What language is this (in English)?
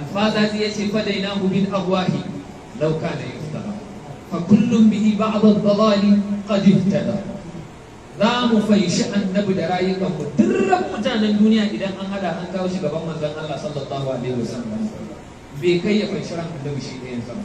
Hausa